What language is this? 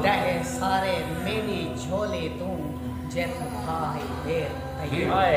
Saraiki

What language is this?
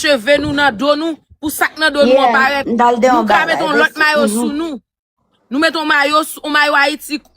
Haitian Creole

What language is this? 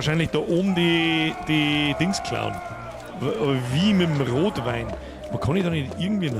Bavarian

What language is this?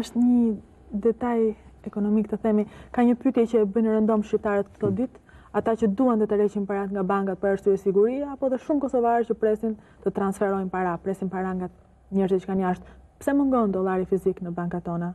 Albanian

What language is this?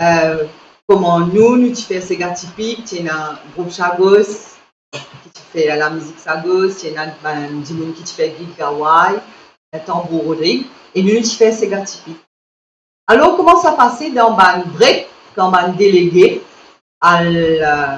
Morisyen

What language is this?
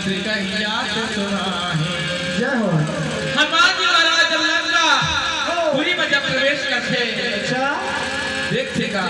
Chhattisgarhi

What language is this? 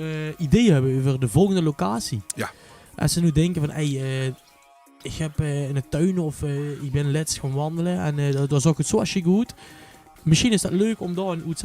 Limburgish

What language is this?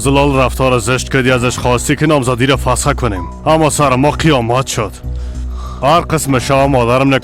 Persian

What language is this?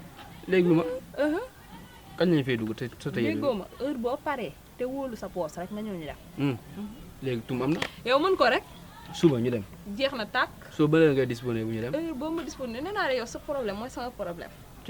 Wolof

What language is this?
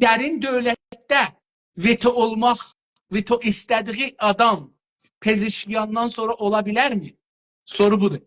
South Azerbaijani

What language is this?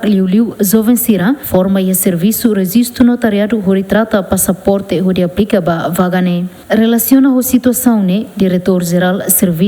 Tetum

